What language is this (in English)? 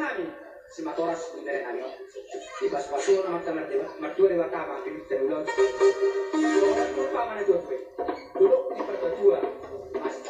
Batak Toba